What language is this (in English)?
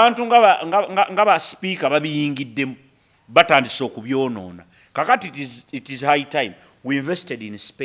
Ganda